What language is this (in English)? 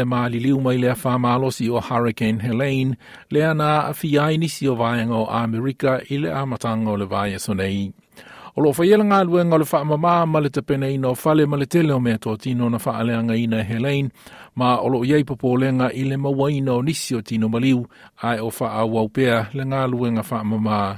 Samoan